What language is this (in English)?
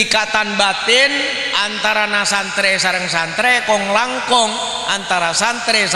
Madurese